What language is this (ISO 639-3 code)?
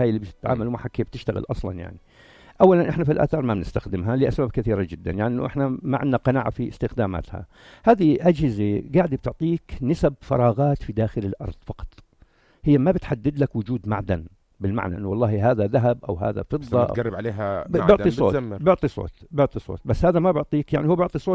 apc